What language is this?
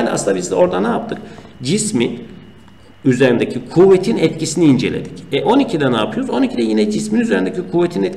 Turkish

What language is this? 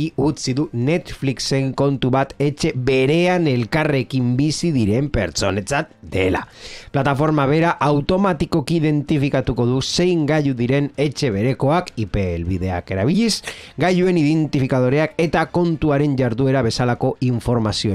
Basque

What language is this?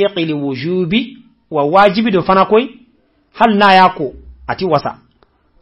Bambara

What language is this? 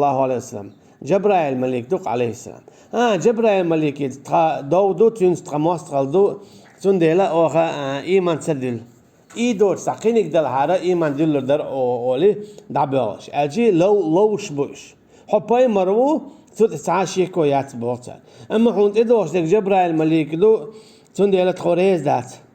Chechen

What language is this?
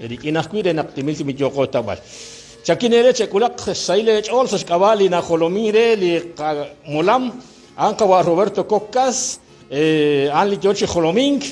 Kekchí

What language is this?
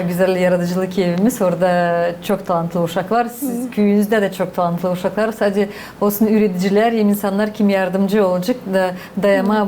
Gagauz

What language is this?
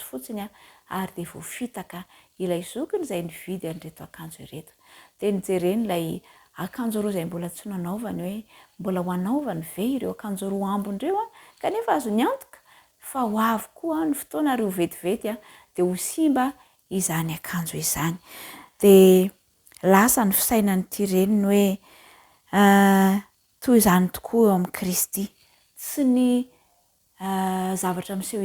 Malagasy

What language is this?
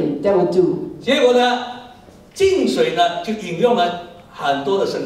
Chinese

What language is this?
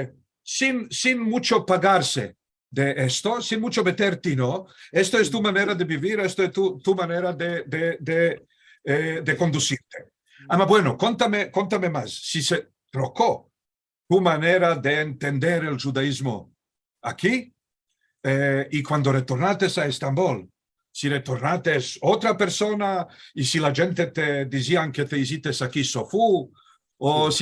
Ladino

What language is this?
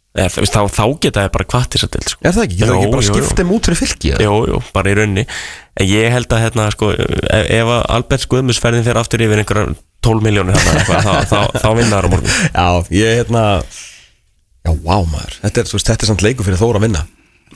Icelandic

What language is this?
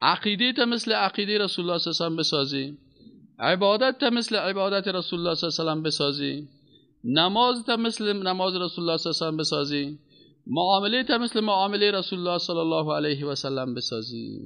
Persian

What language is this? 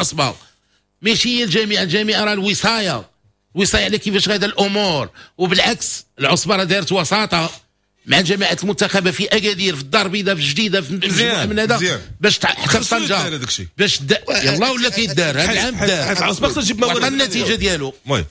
Moroccan Arabic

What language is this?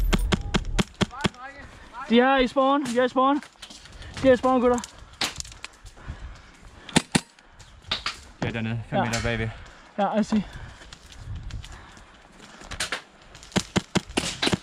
Danish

